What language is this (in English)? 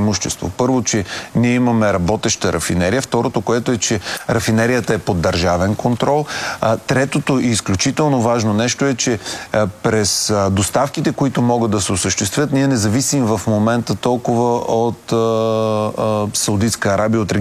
Bulgarian